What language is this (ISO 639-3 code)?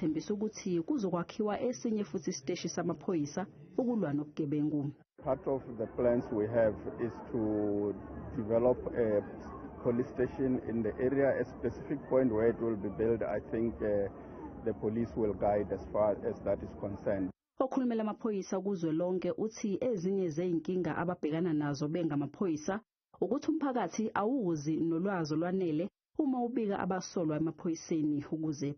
zul